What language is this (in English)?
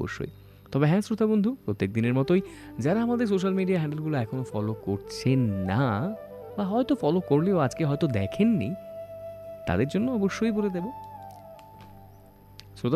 Bangla